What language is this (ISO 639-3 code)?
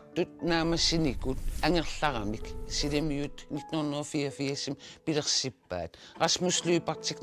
kal